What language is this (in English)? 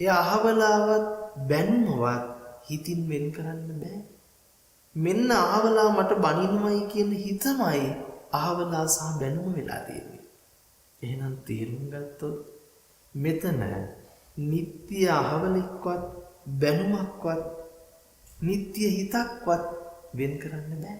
Sinhala